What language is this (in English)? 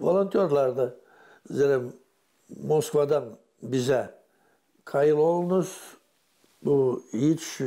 Gagauz